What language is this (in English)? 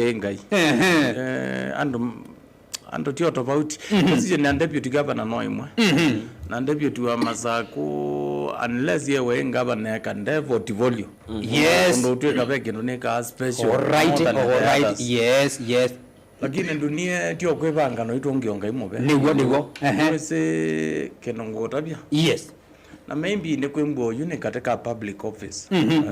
Kamba